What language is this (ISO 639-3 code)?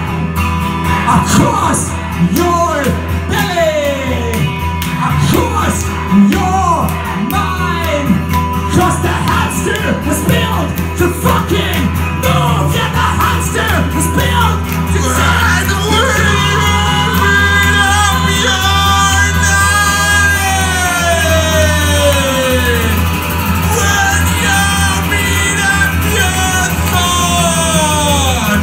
eng